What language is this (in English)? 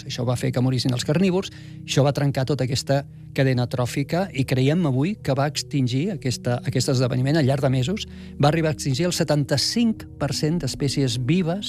Catalan